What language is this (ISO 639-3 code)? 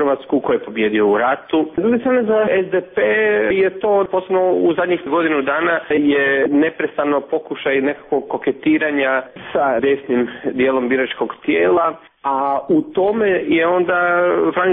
hrv